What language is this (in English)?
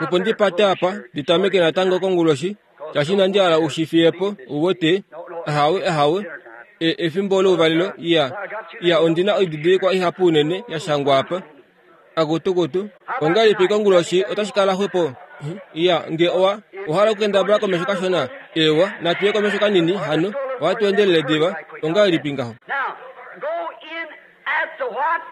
Kuanyama